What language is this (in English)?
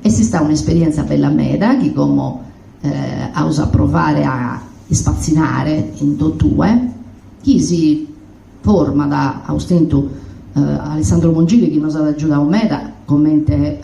Sardinian